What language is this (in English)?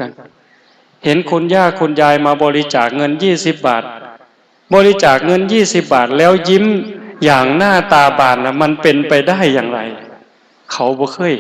Northeastern Thai